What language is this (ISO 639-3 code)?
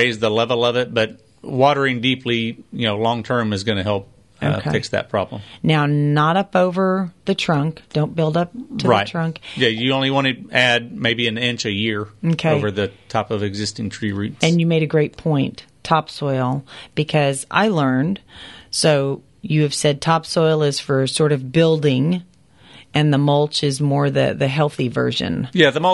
eng